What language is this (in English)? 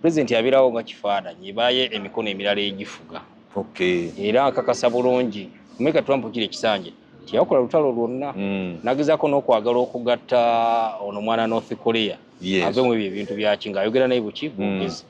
Ganda